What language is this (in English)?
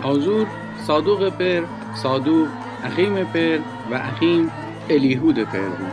Gilaki